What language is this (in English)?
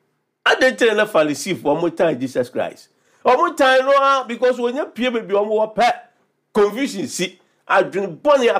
Akan